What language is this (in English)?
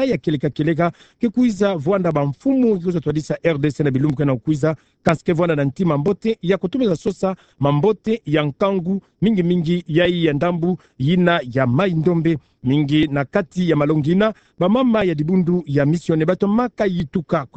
Kituba (Democratic Republic of Congo)